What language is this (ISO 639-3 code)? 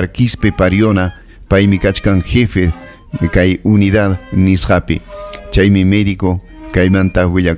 quy